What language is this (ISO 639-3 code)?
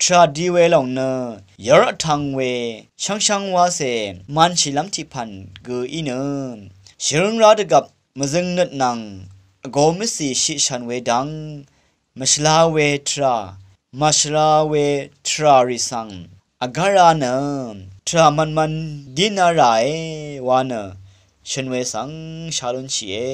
raw